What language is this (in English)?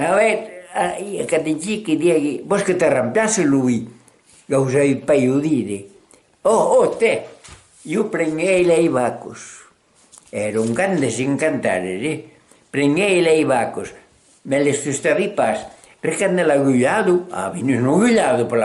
Occitan